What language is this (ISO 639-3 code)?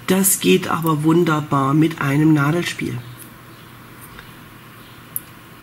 deu